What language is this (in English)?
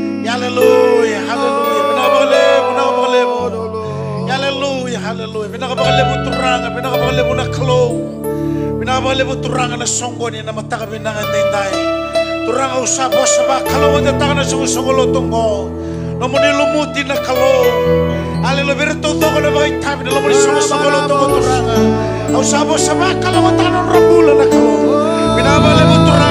Fijian